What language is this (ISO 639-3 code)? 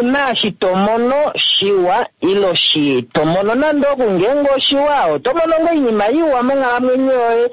kua